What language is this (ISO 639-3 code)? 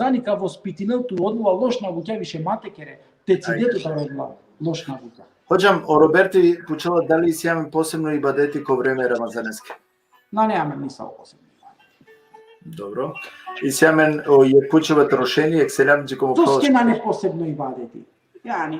rmn